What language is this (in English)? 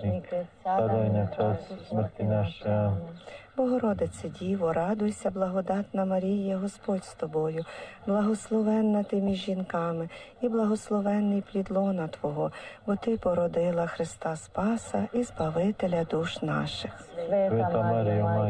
Croatian